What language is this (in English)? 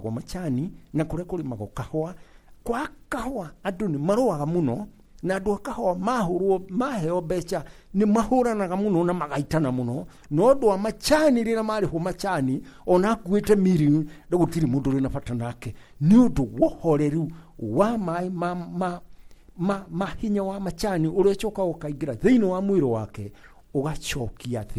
Kikuyu